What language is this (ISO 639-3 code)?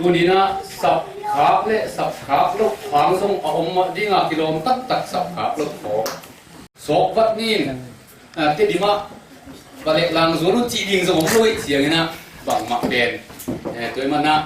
ctd